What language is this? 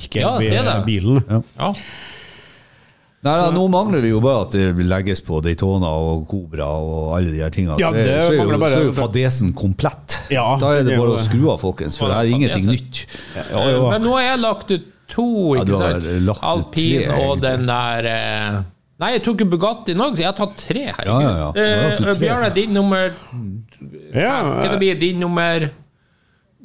Norwegian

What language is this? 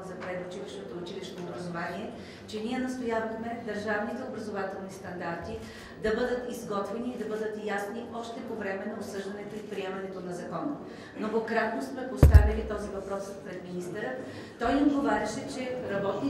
Bulgarian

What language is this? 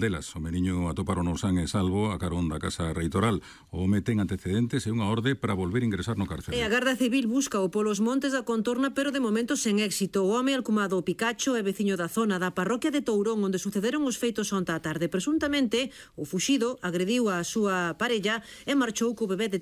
Galician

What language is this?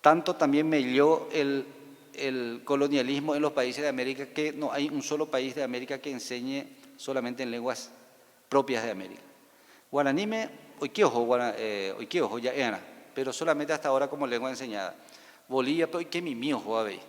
Guarani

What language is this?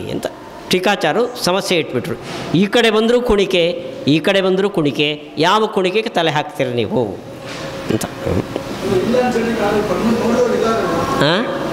Kannada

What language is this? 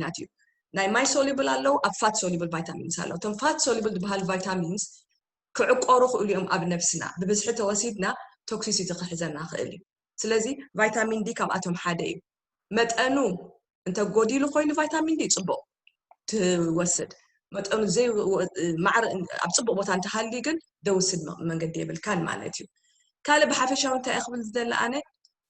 Tigrinya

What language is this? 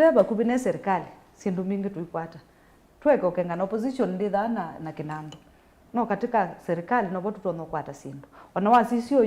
Kamba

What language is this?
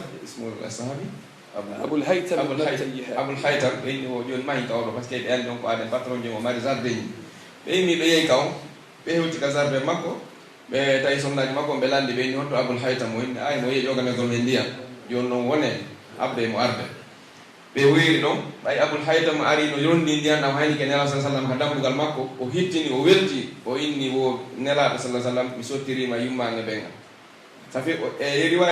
Pular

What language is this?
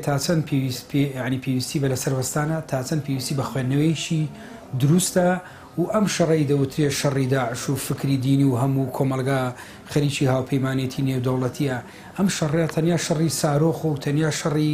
Central Kurdish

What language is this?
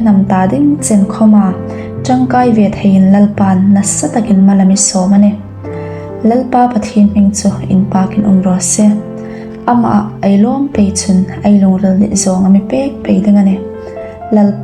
Hmar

